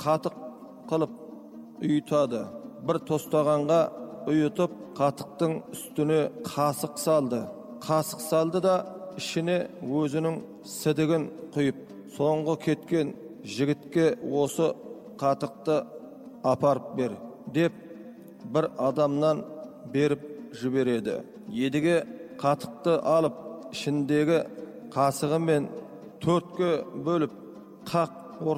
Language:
Kazakh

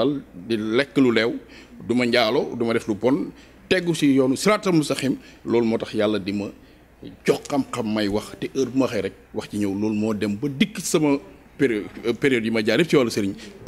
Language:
Wolof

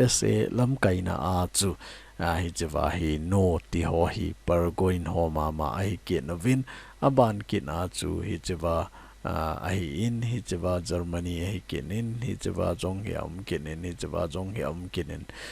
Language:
Thado Chin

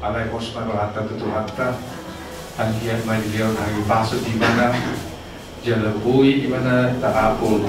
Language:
Batak Toba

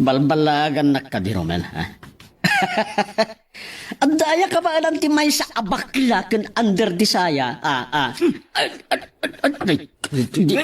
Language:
Iloko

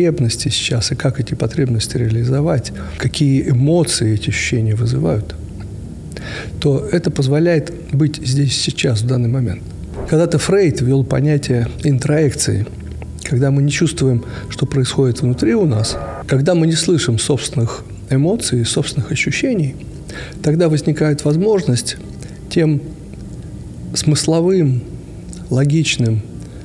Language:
Russian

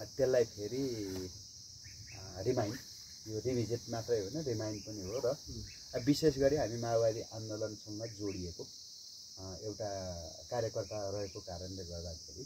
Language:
Nepali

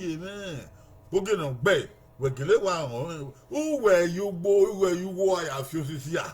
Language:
Bini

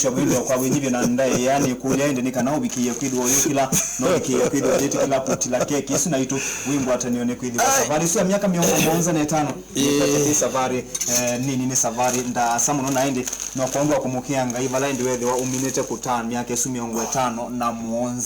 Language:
Kamba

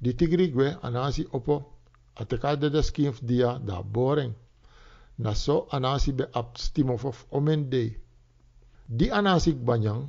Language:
Sranan Tongo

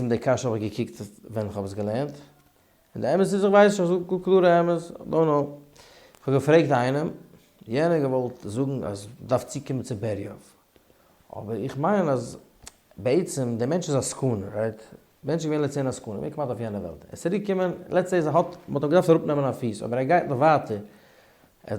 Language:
Yiddish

